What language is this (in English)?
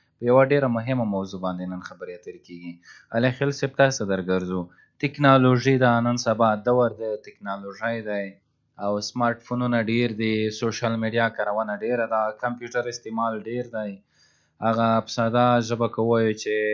Pashto